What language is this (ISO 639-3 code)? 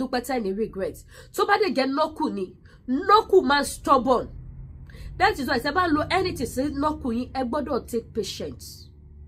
yor